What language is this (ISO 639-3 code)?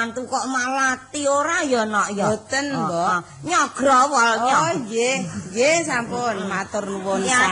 jav